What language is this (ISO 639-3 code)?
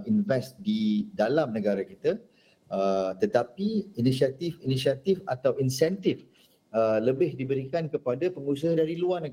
msa